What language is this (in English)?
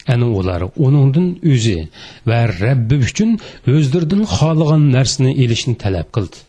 Uyghur